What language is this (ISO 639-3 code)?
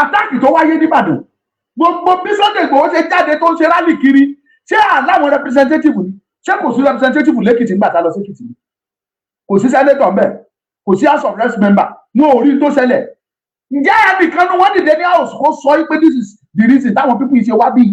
yor